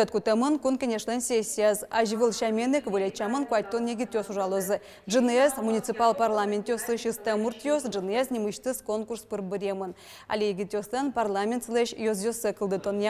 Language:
Udmurt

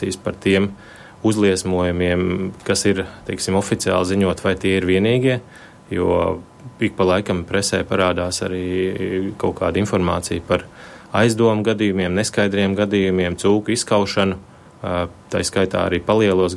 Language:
Latvian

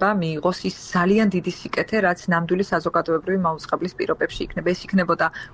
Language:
Georgian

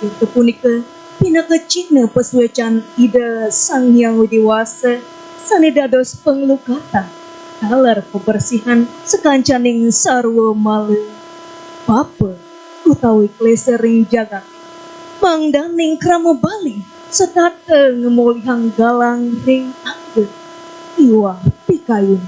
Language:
Balinese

